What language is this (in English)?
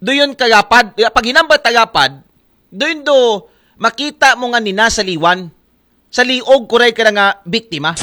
Aklanon